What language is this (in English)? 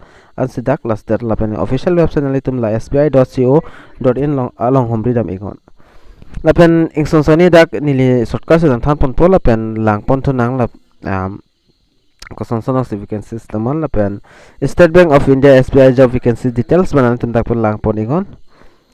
Karbi